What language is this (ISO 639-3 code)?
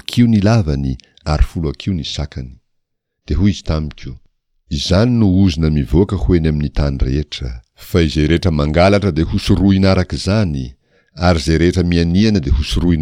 mlg